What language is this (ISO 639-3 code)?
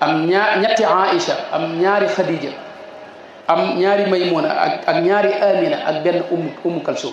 wol